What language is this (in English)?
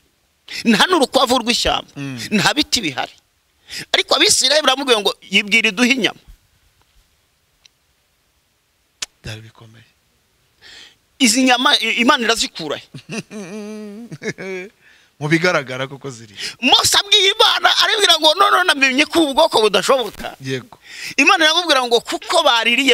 Kinyarwanda